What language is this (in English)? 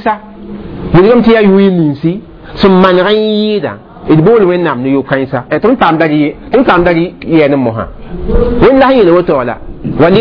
Mossi